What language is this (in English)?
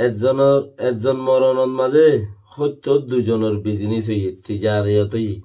Rohingya